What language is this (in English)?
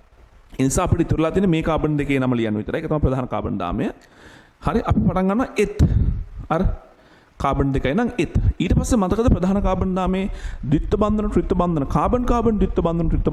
Sinhala